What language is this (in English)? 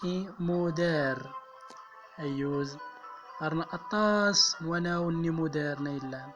Central Atlas Tamazight